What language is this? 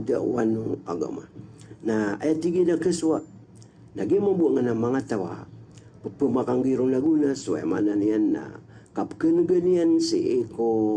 Maranao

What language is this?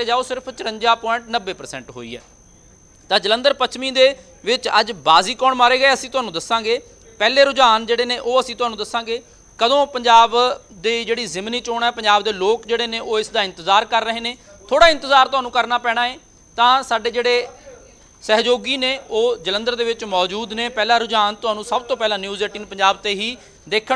Punjabi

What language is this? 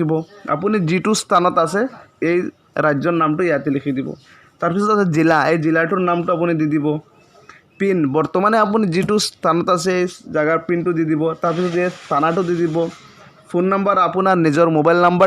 Assamese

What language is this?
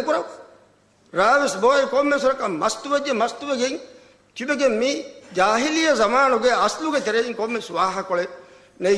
Divehi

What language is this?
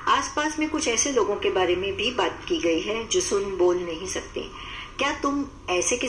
Hindi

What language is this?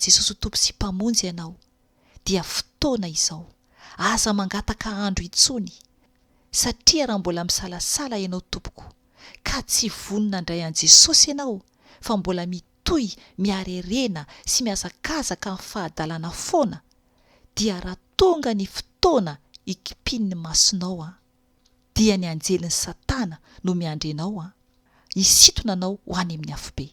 Malagasy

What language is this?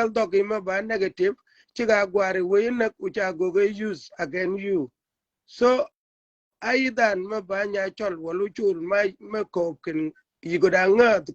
Shilluk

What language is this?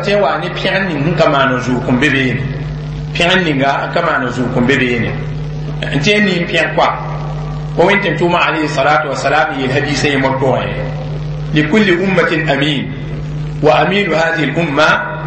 Mossi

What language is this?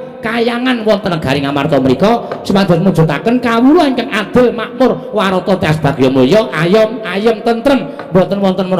Javanese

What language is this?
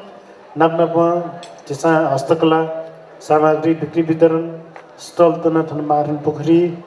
Newari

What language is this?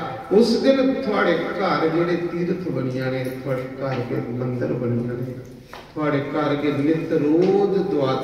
Dogri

